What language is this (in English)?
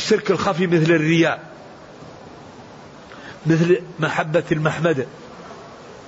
Arabic